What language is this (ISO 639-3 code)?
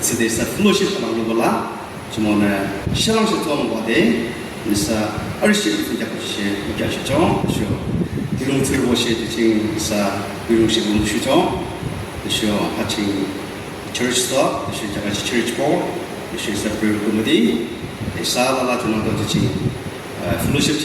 yim